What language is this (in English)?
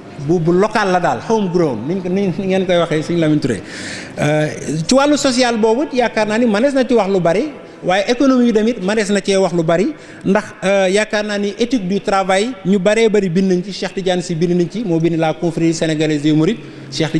Wolof